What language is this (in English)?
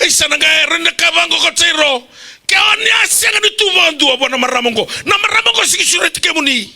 Fijian